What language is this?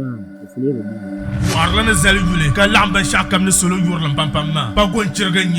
Dagbani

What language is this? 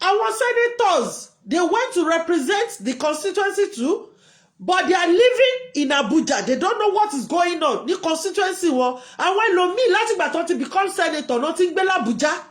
Yoruba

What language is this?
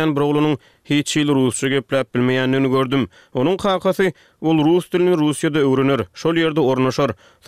Turkmen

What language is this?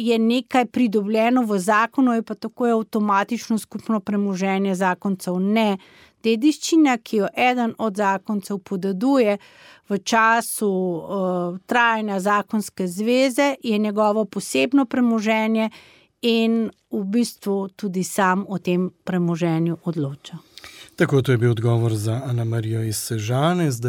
Slovenian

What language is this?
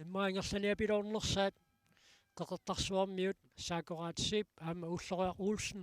Kalaallisut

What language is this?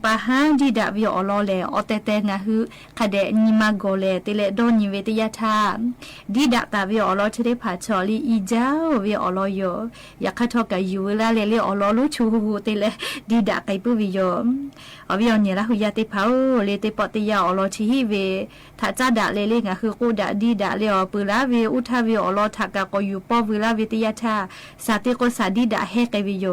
Lahu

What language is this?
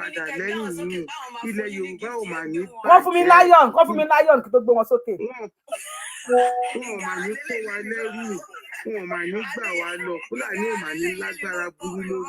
Yoruba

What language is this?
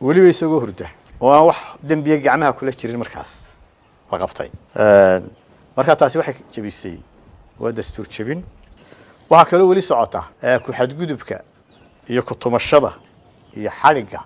Somali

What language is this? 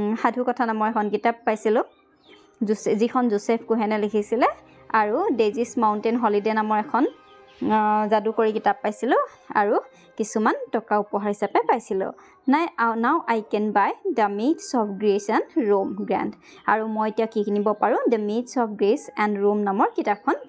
Assamese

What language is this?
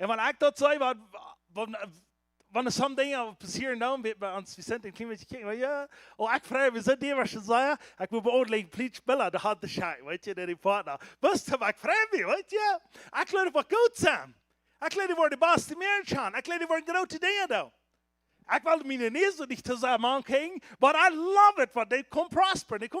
Plautdietsch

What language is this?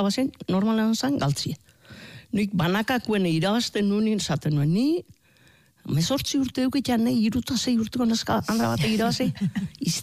Basque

